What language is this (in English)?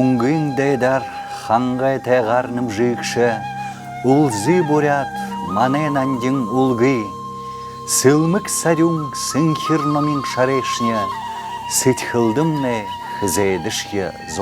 Buriat